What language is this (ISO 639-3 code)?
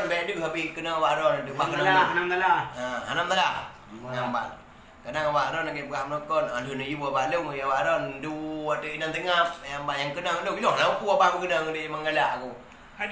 ace